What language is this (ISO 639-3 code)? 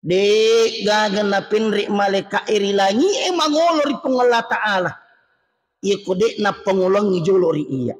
bug